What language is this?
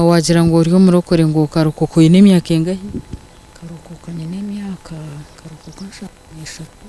Nyankole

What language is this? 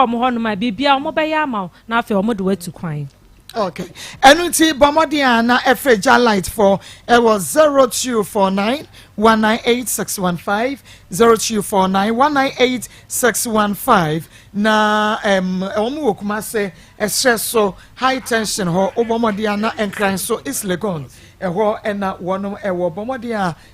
Akan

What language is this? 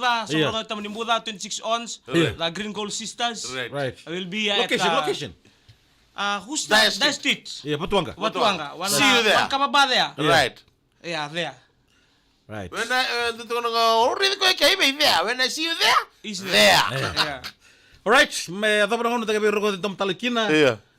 Fijian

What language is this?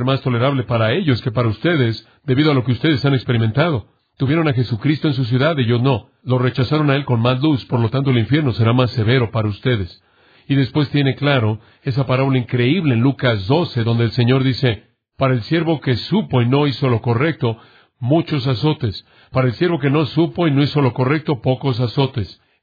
Spanish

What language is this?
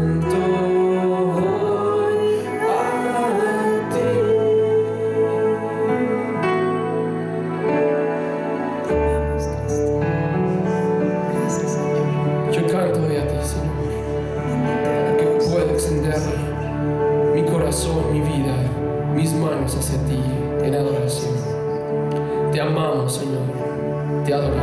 Spanish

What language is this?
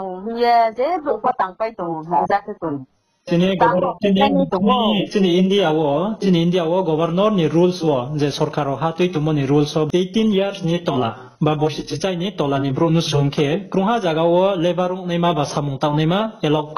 Riang (India)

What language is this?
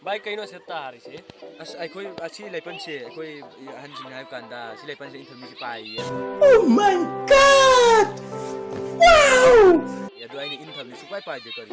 Manipuri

